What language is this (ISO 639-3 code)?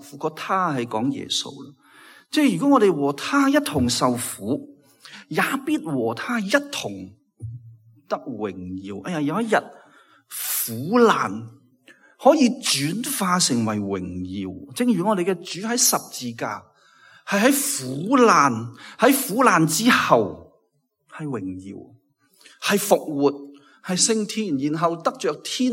yue